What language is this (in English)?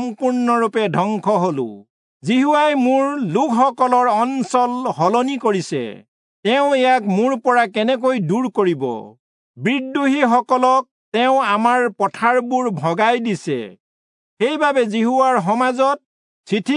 Assamese